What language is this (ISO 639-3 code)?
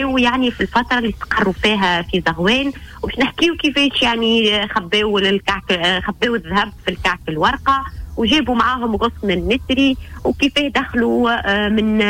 aeb